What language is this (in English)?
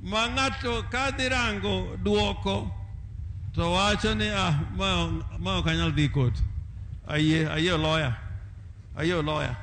Luo (Kenya and Tanzania)